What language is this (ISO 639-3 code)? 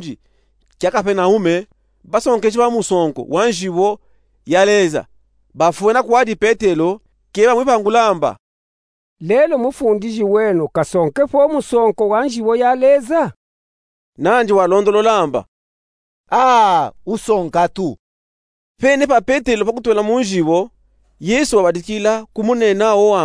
lub